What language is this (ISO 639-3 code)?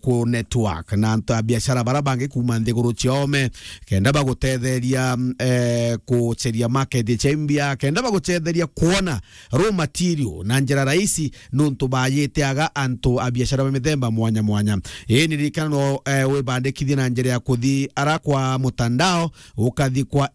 mer